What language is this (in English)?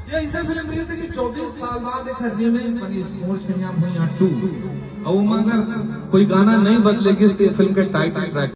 Chhattisgarhi